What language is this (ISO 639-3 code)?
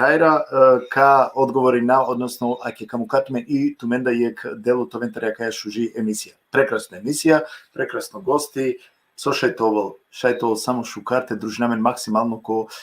rmn